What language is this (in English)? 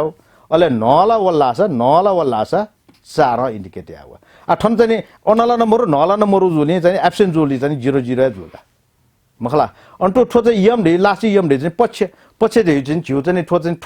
Newari